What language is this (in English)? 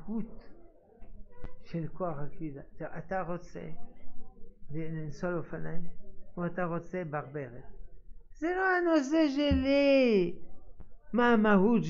Hebrew